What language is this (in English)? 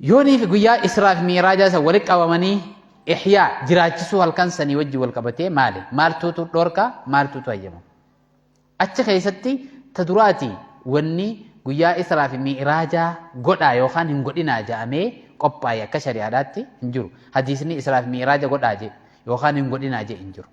Oromo